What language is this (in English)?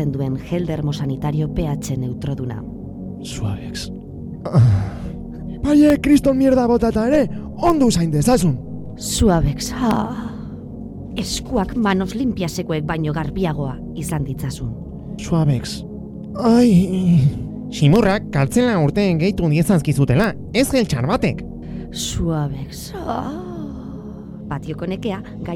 Basque